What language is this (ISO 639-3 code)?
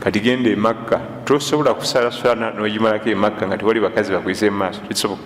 lug